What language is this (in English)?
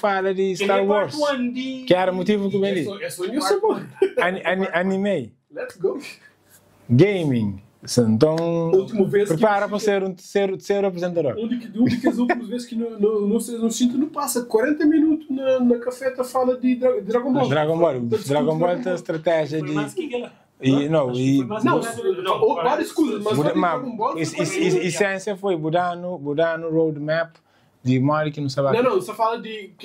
Kabuverdianu